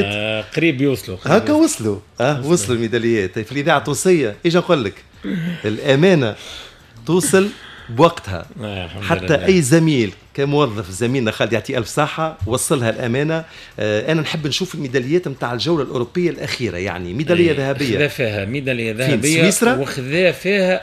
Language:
Tunisian Arabic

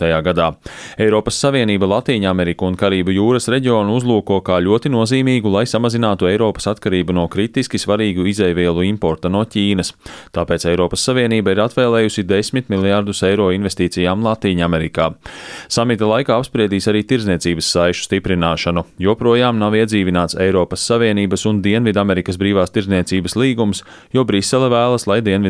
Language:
Latvian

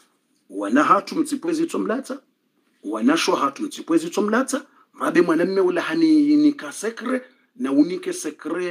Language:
Swahili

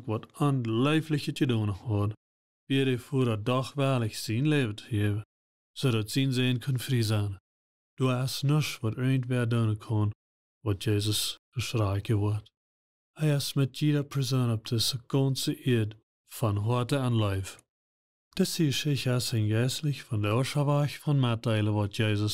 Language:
Plautdietsch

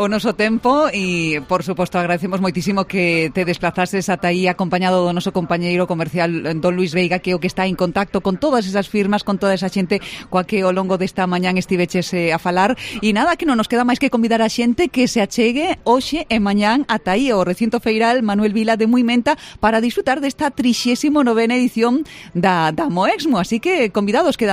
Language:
Galician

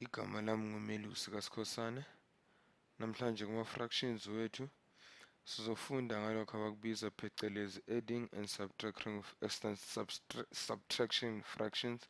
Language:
Zulu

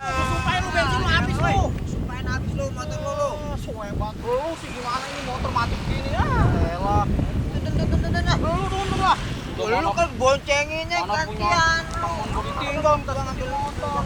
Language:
Betawi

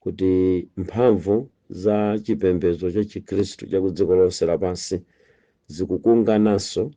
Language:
Nyanja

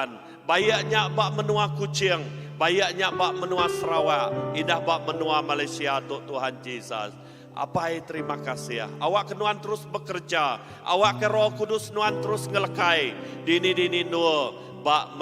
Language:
Iban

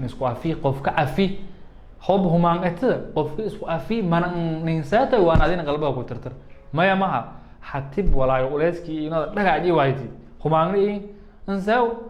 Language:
Somali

